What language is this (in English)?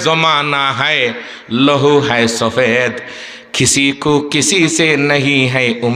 Sylheti